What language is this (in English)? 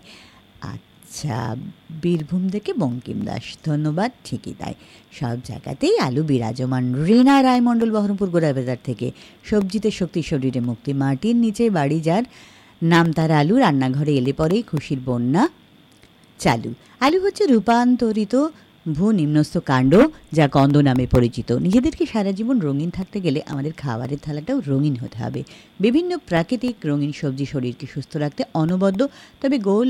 Bangla